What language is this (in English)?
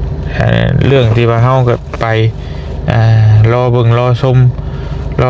Lao